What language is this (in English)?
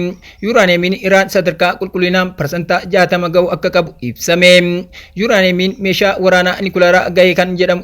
Oromo